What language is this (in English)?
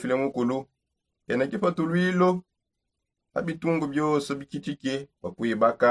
Songe